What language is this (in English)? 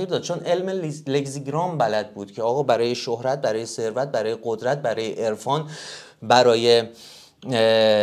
Persian